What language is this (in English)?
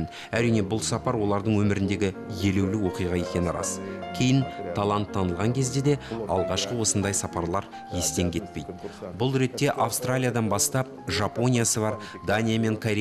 Kazakh